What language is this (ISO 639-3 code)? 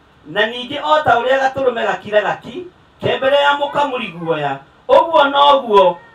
kik